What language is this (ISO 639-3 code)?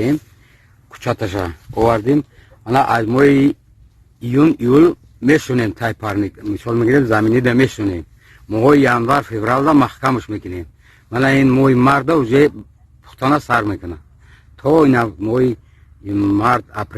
tgk